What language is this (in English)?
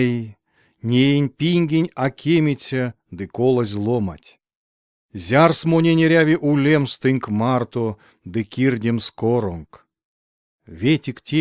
Erzya